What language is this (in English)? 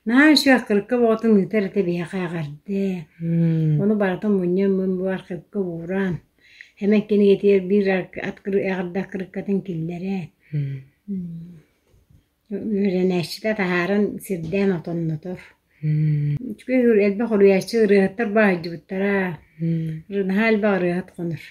Yakut